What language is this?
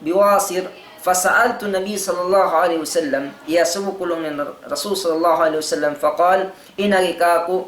Tausug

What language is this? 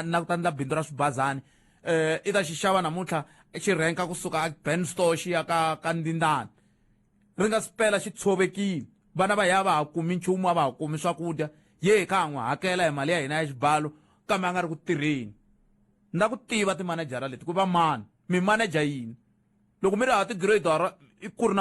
Tsonga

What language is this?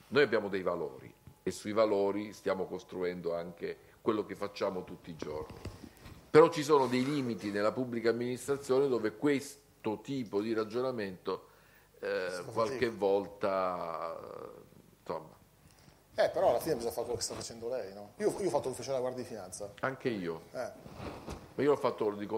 Italian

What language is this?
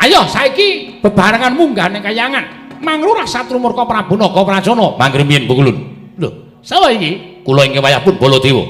Javanese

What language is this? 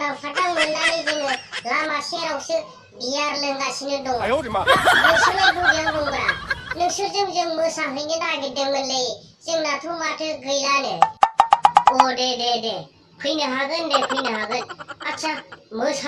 Bodo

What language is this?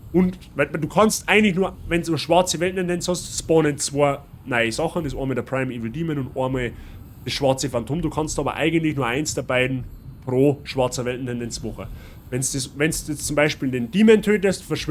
Bavarian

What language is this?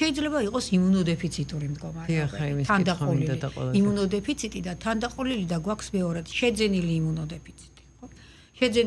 Georgian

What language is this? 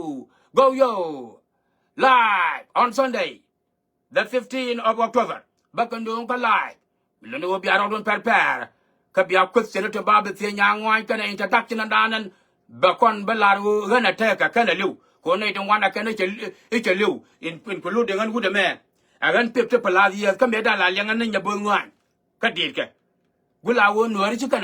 Nuer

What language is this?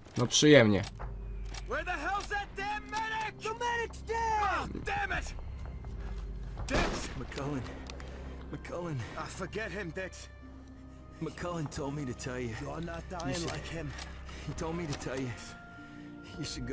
Polish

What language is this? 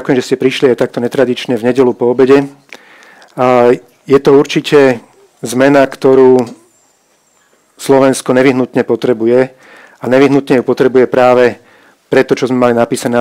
Slovak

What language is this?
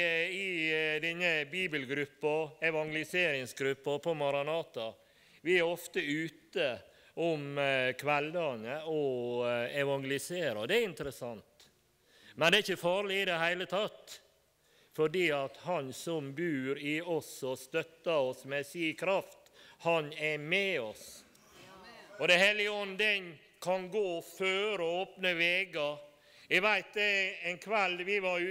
Norwegian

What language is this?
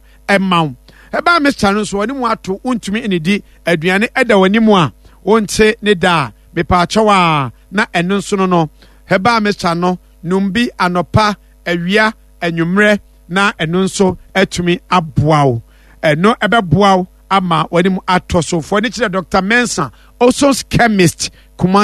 Akan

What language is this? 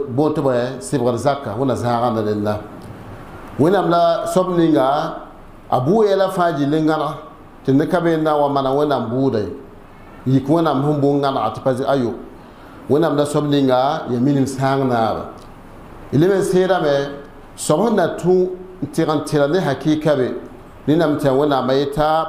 Mossi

